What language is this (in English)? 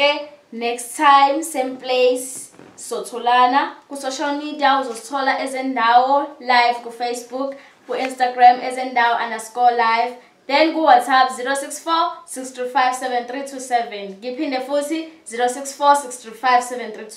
Zulu